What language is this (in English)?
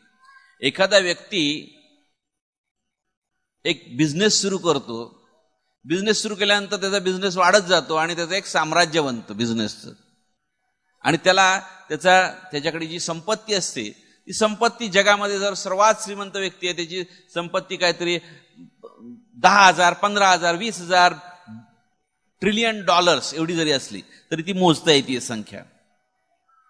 Marathi